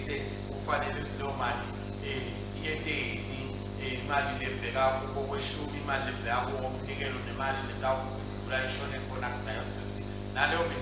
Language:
Swati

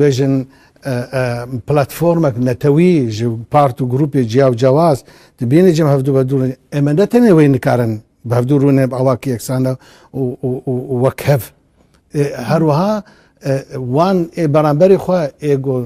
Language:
Kurdish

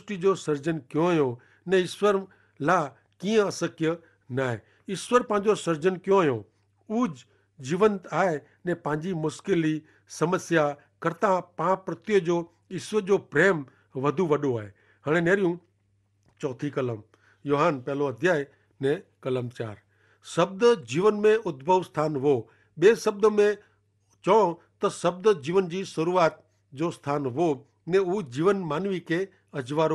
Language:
Kachhi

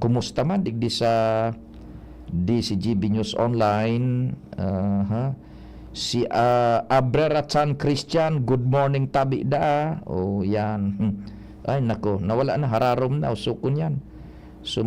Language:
Bikol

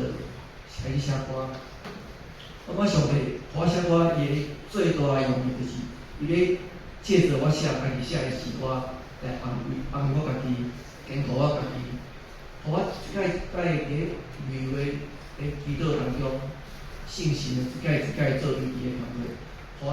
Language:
Min Nan Chinese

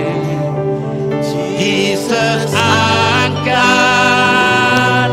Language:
Iban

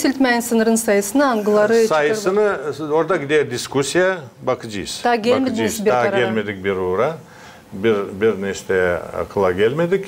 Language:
Gagauz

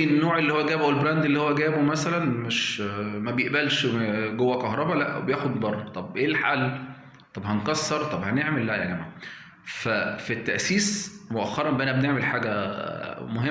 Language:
Egyptian Arabic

